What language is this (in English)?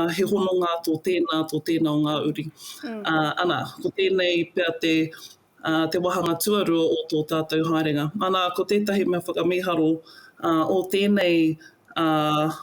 Māori